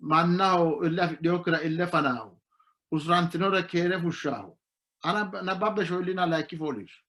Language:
Sidamo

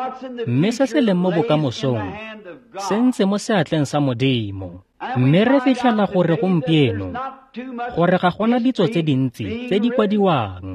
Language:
Tswana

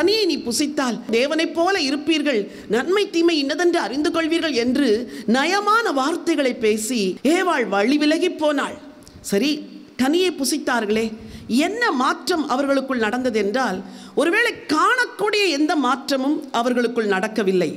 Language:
Tamil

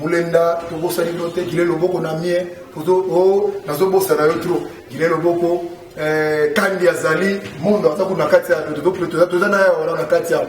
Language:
Lingala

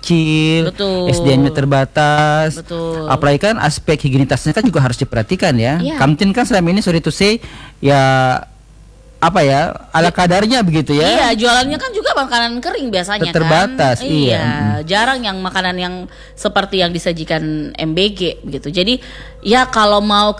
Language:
Indonesian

